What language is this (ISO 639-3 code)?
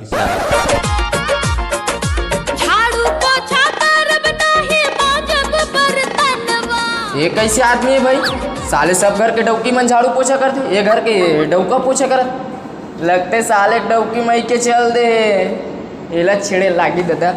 hne